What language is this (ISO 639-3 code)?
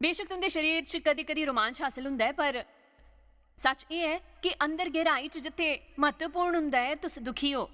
doi